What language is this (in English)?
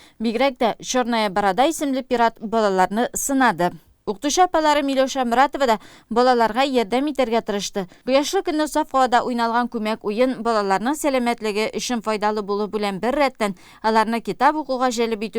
Tatar